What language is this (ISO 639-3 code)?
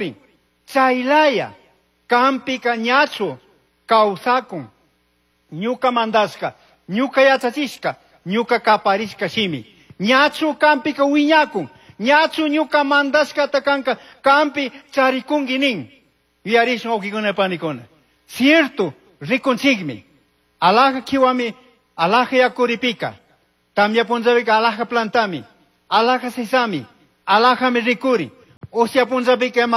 qug